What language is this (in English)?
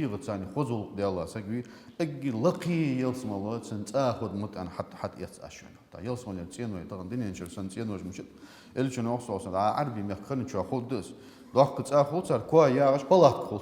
Ingush